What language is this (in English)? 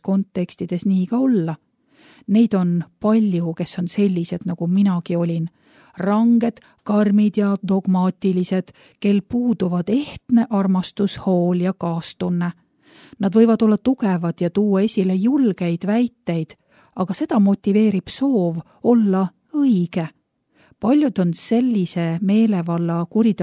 Estonian